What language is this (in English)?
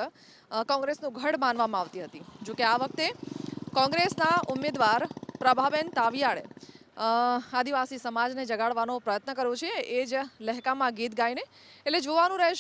Gujarati